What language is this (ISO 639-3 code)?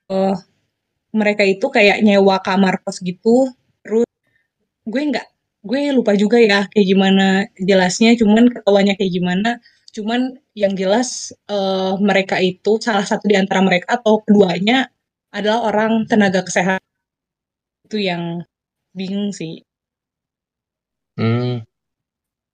ind